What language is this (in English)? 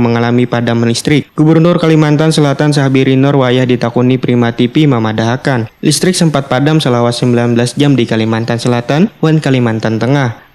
Banjar